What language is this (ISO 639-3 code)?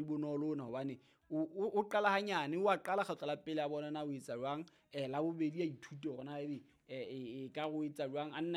sot